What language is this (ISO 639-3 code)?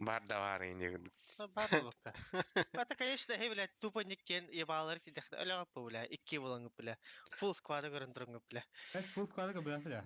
sah